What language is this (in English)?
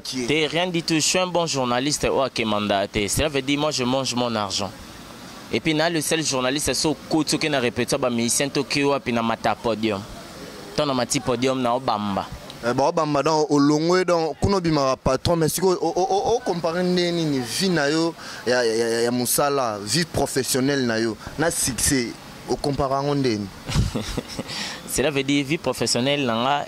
Lingala